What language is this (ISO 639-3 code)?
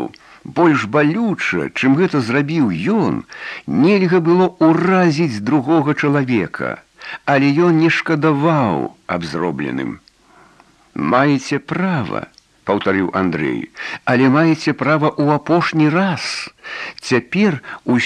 bel